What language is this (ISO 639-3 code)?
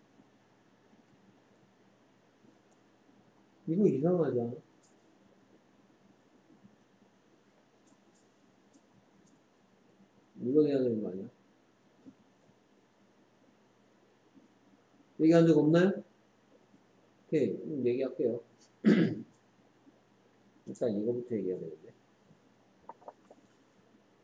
kor